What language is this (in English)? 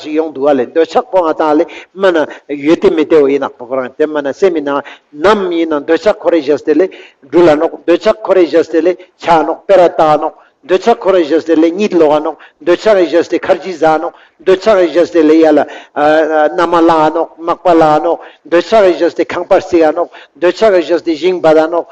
Ladakhi